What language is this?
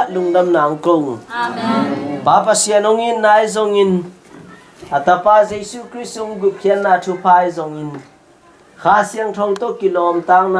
Tedim Chin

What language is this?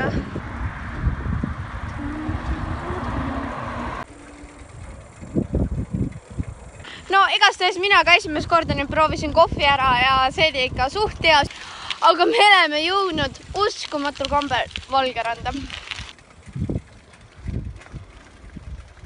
Estonian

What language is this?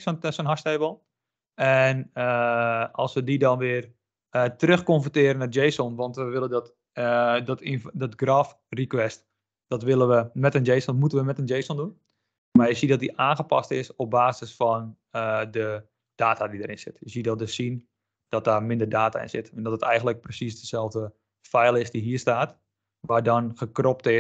Dutch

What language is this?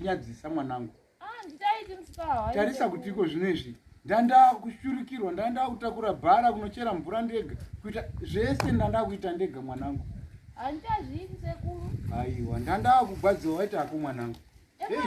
Shona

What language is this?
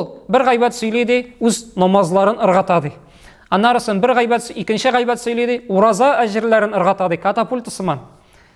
Tatar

